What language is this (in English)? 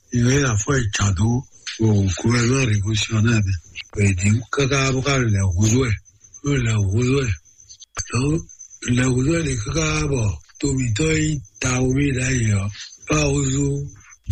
Fon